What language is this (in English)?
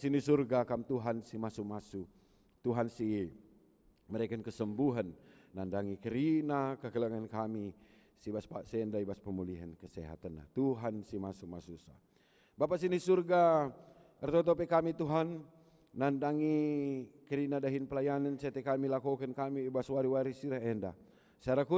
Batak Karo